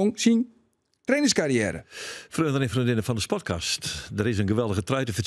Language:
Western Frisian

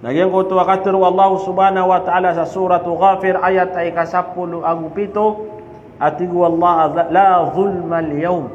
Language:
Maranao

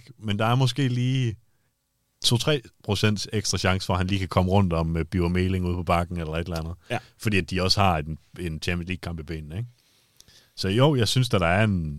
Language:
Danish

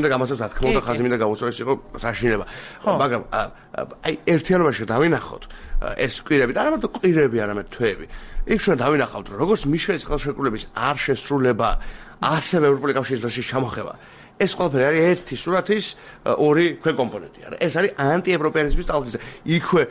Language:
Georgian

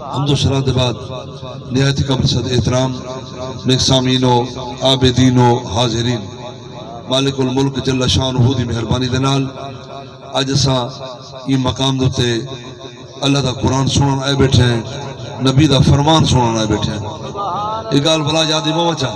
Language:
Saraiki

